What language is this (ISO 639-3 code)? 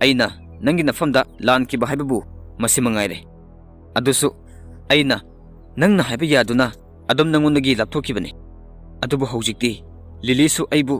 mni